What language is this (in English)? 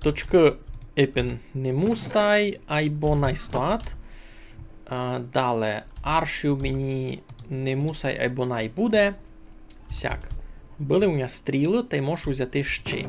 Rusyn